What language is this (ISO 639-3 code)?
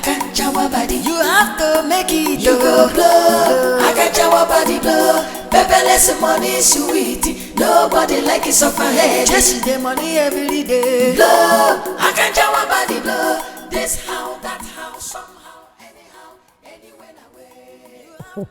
pcm